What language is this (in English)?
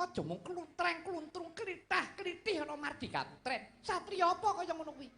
Javanese